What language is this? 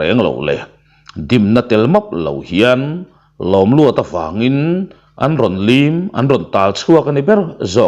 Mizo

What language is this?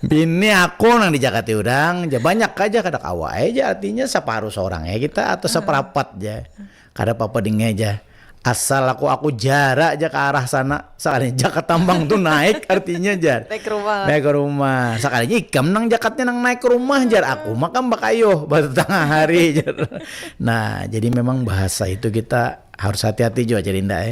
Banjar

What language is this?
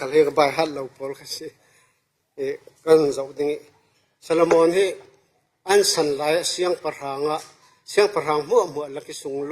Falam Chin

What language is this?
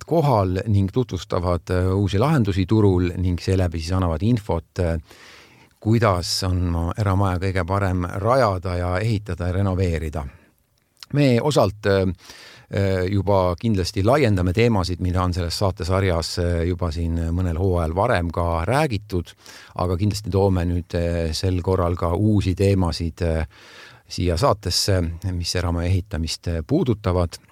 Estonian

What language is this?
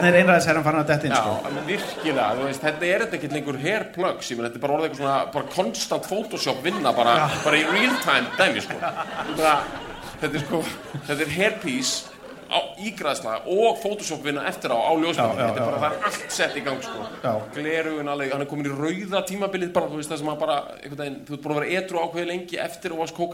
Icelandic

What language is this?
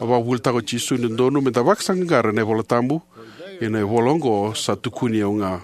Fijian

